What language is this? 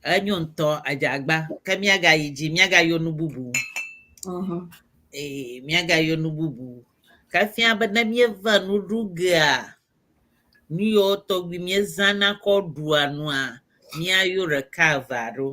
Ewe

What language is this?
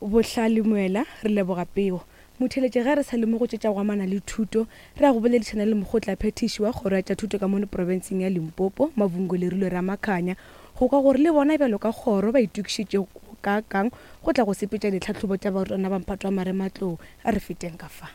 Northern Sotho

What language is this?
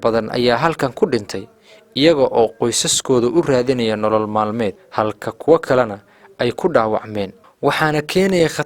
Somali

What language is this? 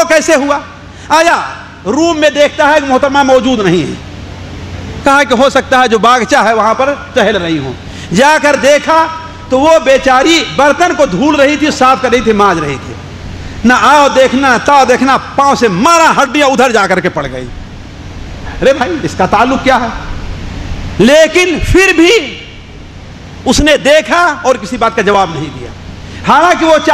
Urdu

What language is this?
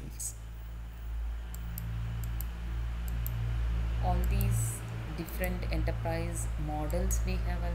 English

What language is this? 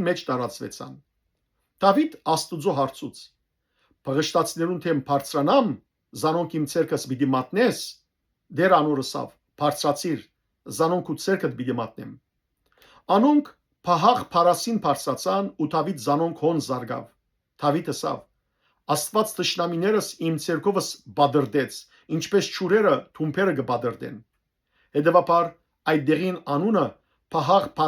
Western Armenian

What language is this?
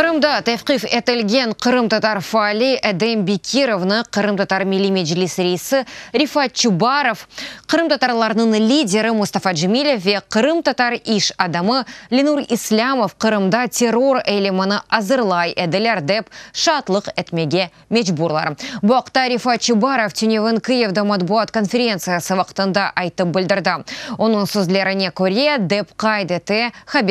Crimean Tatar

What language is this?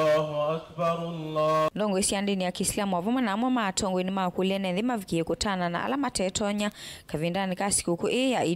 Kamba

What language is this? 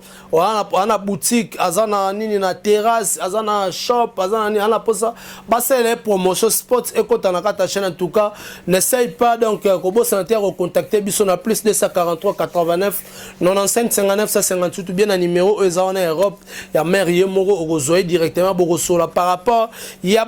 Lingala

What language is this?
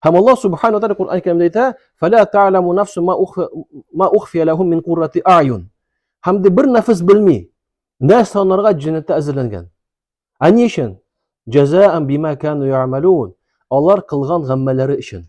Tatar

